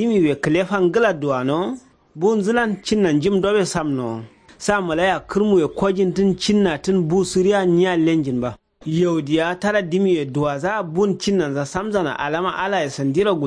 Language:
Kanuri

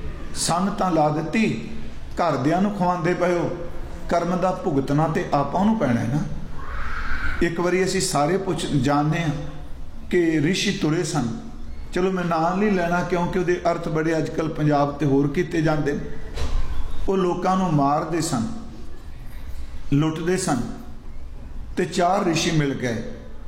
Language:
Punjabi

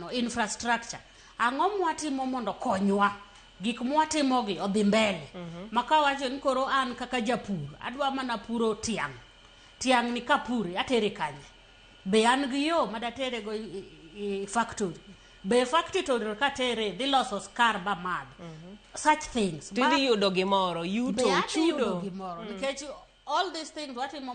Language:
Luo (Kenya and Tanzania)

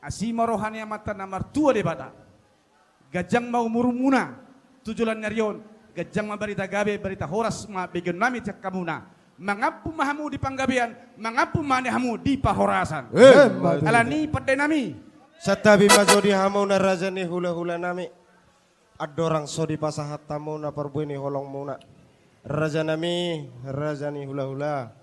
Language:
Batak Toba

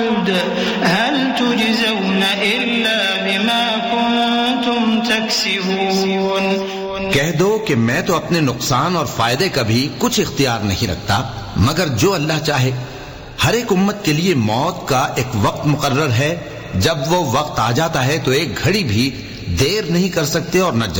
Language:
Urdu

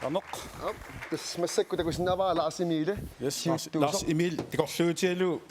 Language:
Kalaallisut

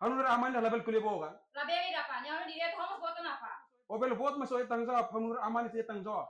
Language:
Tetum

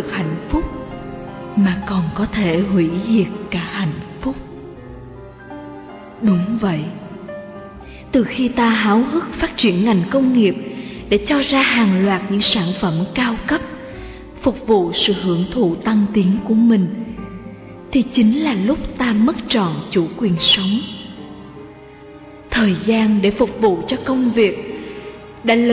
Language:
Vietnamese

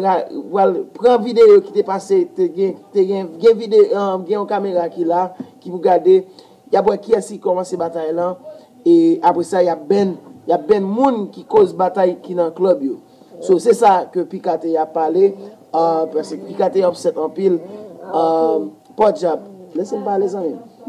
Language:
Haitian Creole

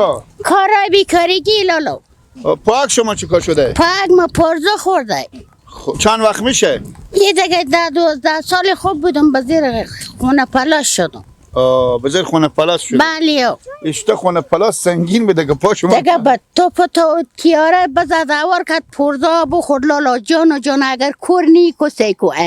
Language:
Persian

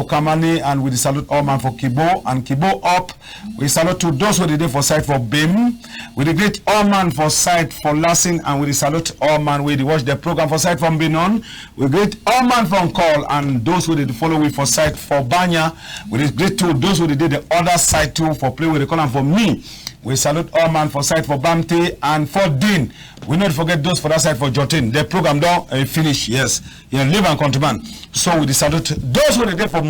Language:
Cameroon Pidgin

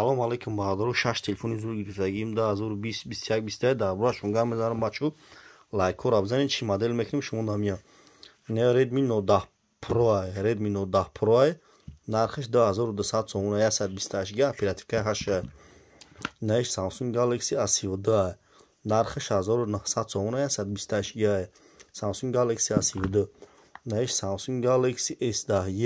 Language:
Tajik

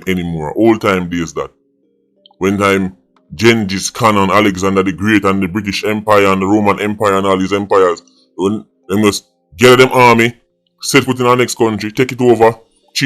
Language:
Jamaican Creole English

